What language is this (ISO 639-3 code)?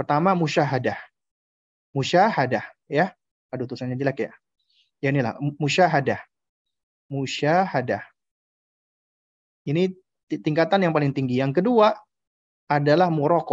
ind